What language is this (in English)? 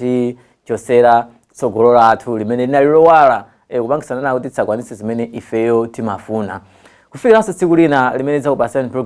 Nyanja